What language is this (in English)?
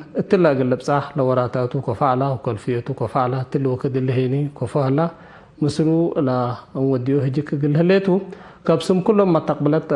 Tigre